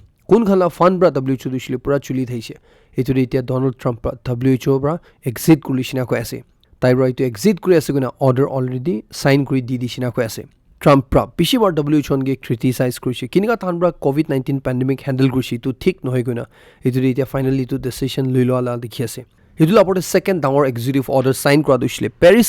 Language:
Naga Pidgin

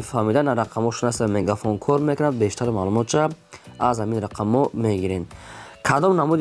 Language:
Tajik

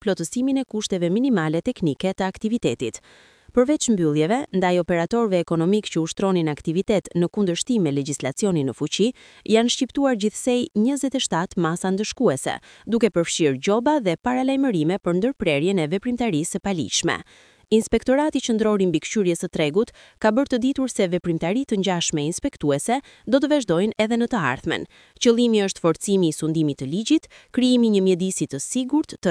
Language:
Albanian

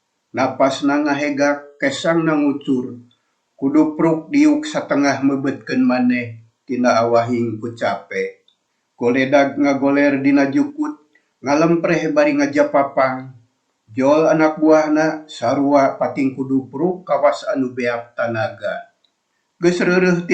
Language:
Sundanese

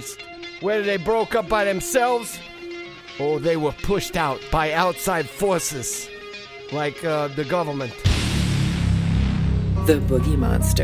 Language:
English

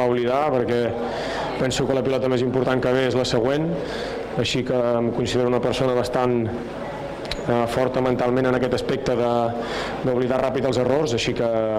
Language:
Catalan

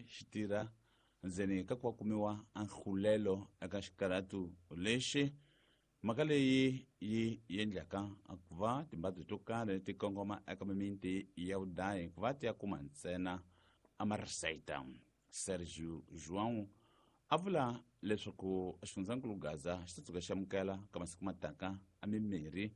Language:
Tsonga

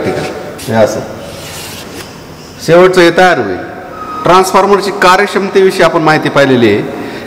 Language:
Marathi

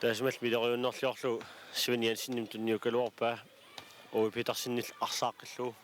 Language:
Kalaallisut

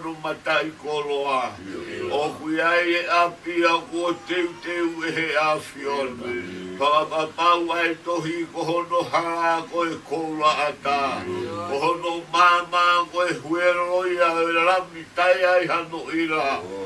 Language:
Tongan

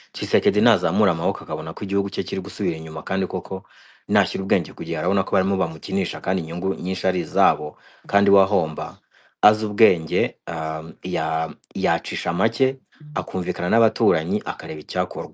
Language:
Kinyarwanda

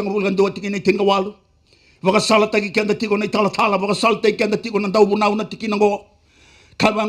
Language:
Fijian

